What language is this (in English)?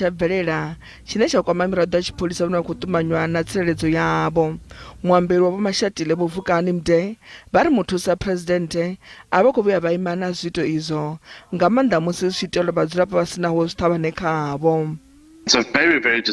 Venda